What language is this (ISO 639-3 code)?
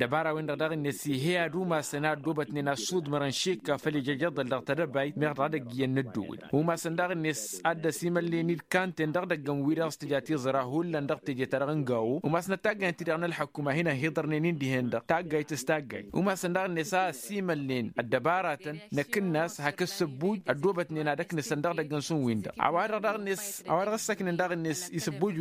taq